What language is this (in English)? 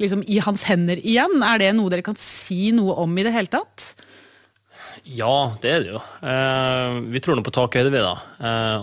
Norwegian